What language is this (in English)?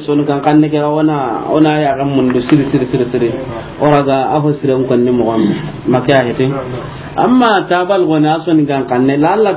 Soninke